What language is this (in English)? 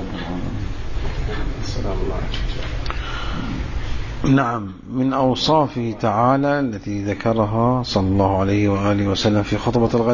Arabic